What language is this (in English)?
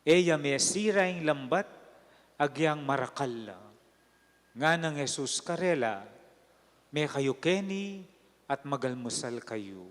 Pampanga